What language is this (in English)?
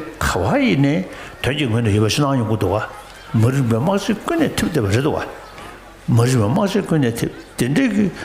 Tibetan